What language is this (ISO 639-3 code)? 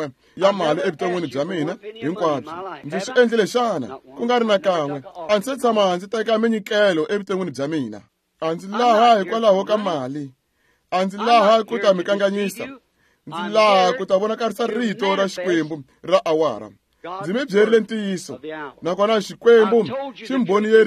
tso